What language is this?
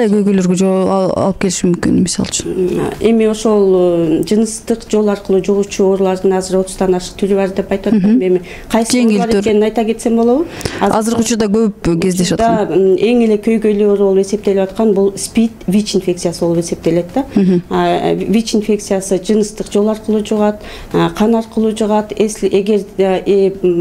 Kyrgyz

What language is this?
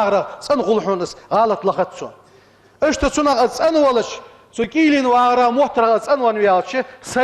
Ingush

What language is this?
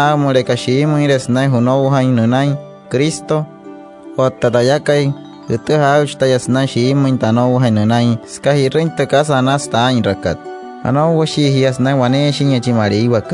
Wayuu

